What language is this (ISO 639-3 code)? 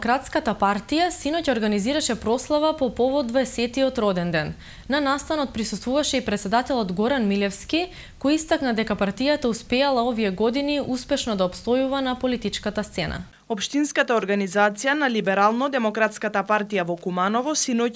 mkd